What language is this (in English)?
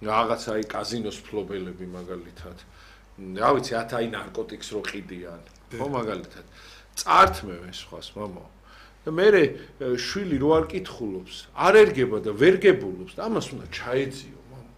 Georgian